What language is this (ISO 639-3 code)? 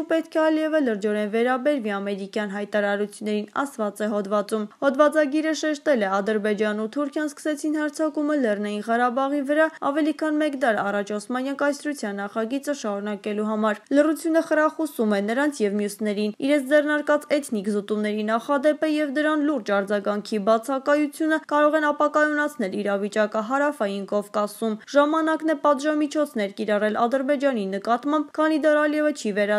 hye